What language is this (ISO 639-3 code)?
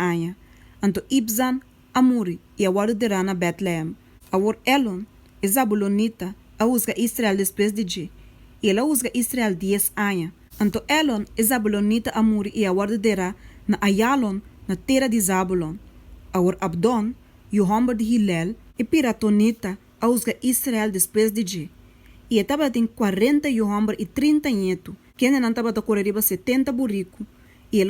pap